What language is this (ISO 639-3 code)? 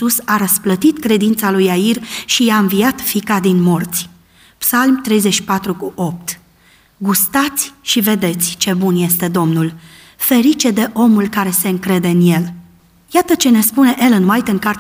ron